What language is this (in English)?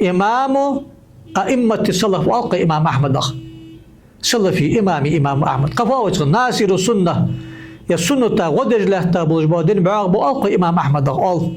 Ingush